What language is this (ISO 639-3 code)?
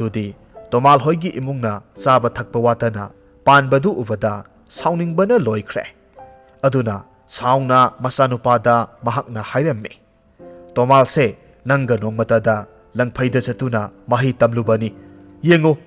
mni